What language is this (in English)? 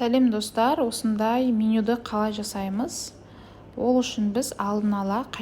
Kazakh